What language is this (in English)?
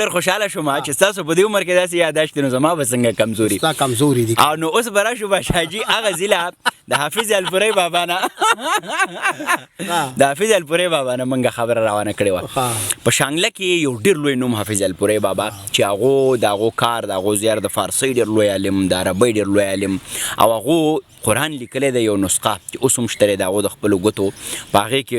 Pashto